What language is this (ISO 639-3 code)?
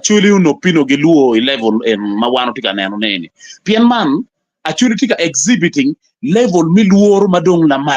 ach